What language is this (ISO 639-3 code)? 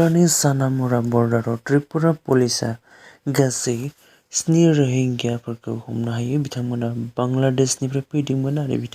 brx